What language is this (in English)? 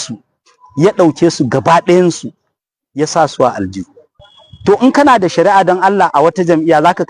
Hausa